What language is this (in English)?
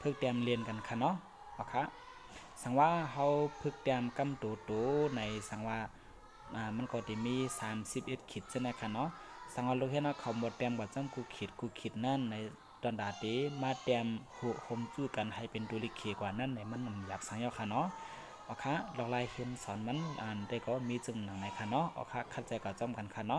Shan